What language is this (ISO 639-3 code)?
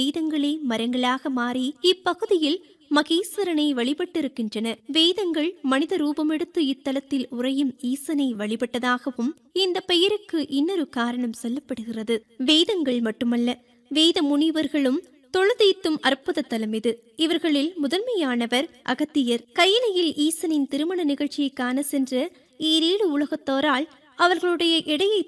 tam